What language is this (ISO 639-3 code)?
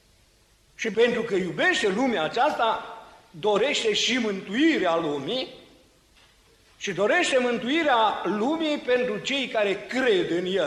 ron